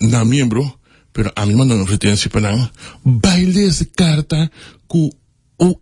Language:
Papiamento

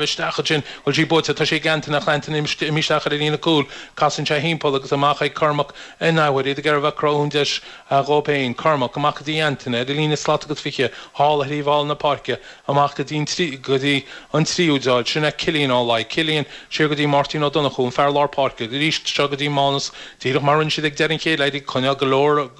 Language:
Irish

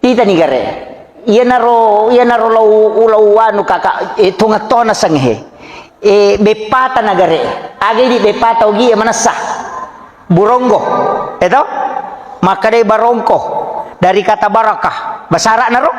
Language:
Buginese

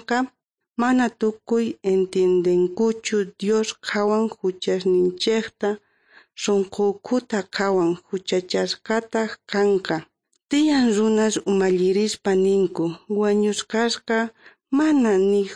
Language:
South Bolivian Quechua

